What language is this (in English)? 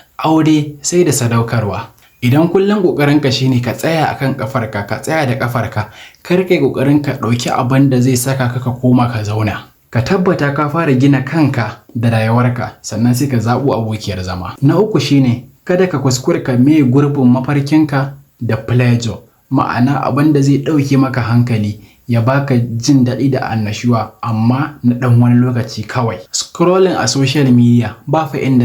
Hausa